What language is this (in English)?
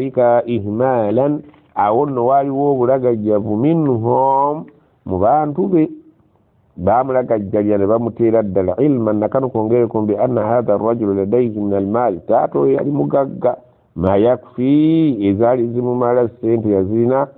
Ganda